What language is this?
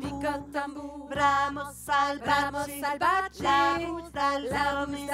Occitan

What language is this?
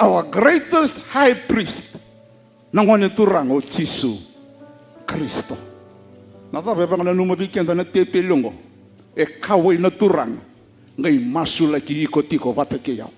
Fijian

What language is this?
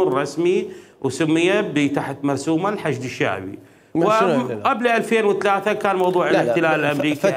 Mesopotamian Arabic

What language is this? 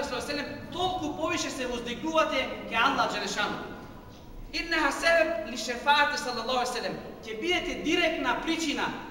Macedonian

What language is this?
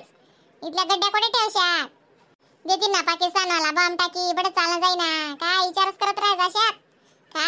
Khandesi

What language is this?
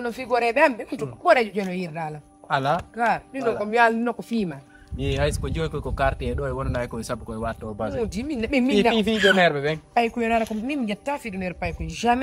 Fula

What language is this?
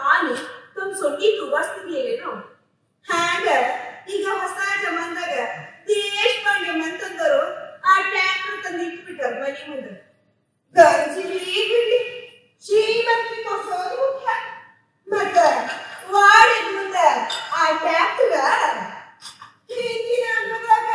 Kannada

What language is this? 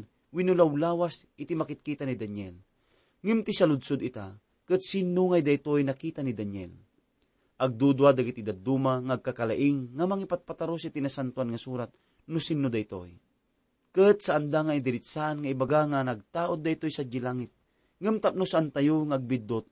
Iloko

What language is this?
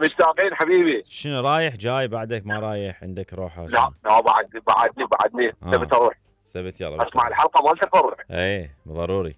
Mesopotamian Arabic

